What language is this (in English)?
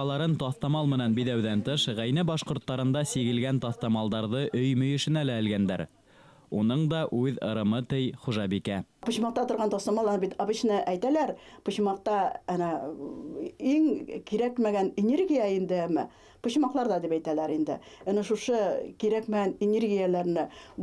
Bashkir